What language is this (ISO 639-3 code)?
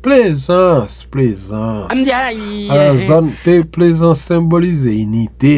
hat